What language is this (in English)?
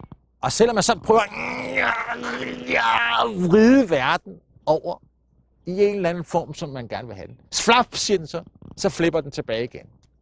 Danish